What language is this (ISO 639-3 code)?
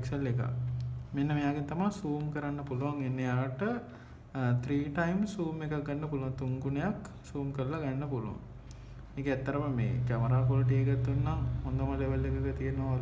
sin